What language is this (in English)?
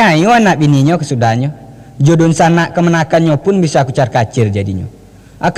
Minangkabau